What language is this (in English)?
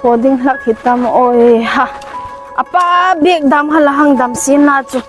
Hmar